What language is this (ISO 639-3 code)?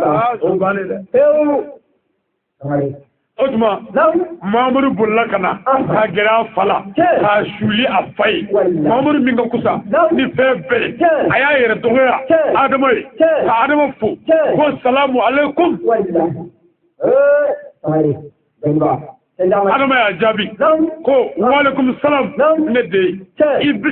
bam